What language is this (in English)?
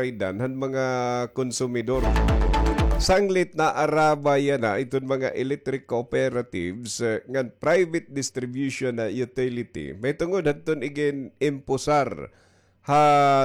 Waray